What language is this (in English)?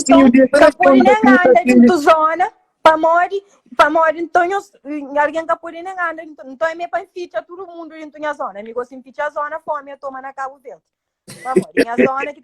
Kabuverdianu